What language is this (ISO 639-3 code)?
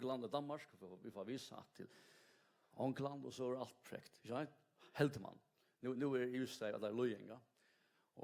fao